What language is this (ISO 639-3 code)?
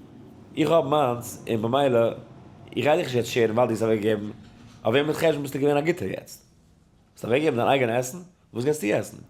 yid